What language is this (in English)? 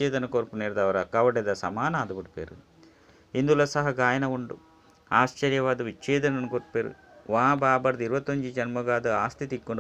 Tulu